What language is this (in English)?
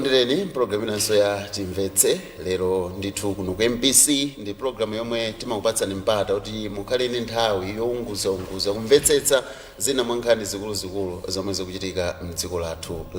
Nyanja